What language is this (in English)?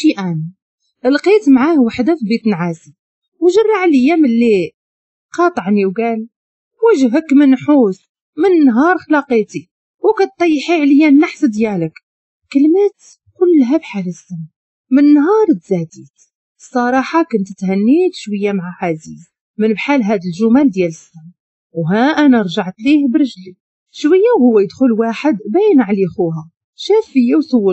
Moroccan Arabic